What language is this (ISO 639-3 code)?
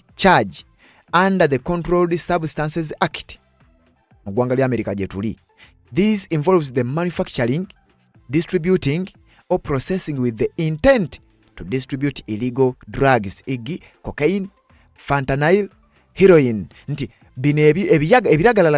lug